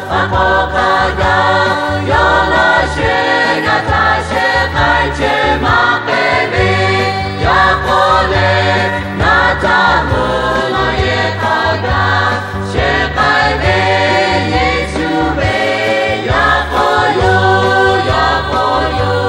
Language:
Lahu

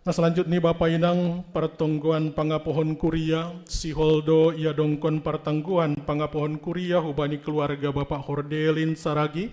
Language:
Batak Simalungun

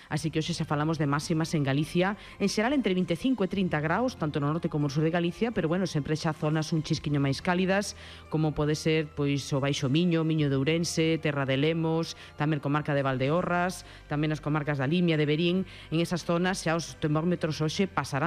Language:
Galician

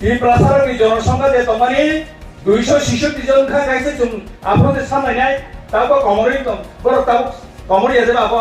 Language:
Kok Borok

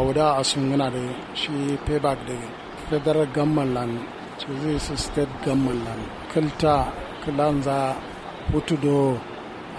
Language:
Kanuri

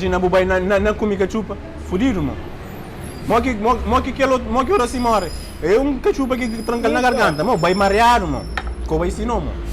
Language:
Kabuverdianu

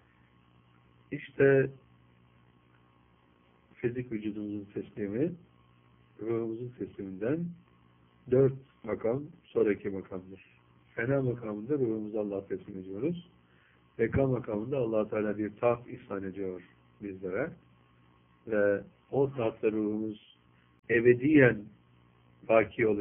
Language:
Turkish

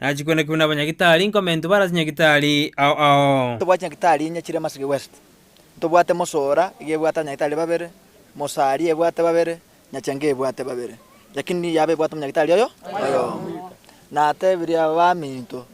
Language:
Gusii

